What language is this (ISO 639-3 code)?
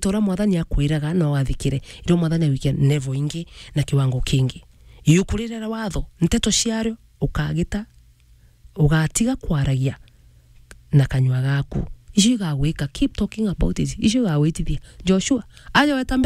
mer